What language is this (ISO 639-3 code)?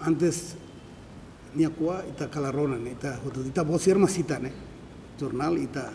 tet